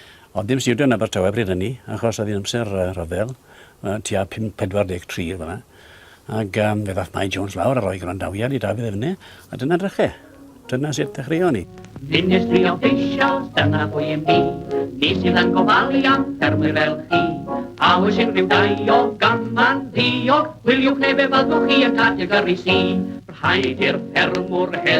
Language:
Welsh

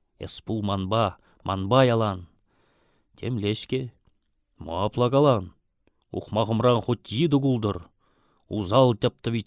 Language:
Chuvash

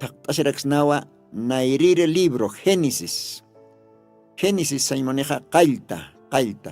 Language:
Aymara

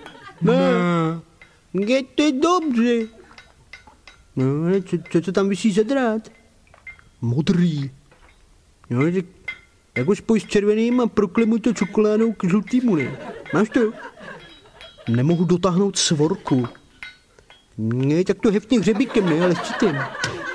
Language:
Czech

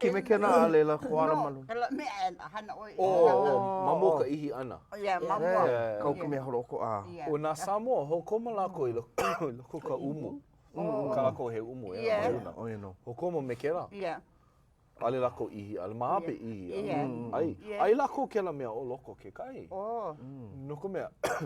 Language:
Hawaiian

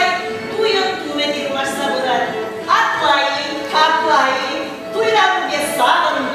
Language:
Chuvash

